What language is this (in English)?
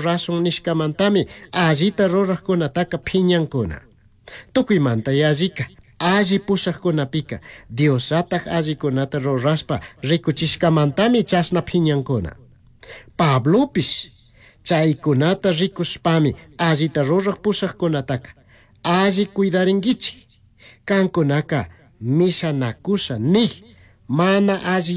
Chimborazo Highland Quichua